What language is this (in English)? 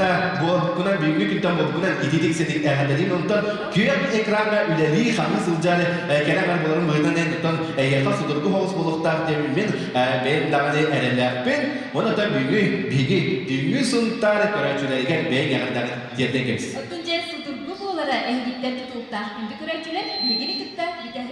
Yakut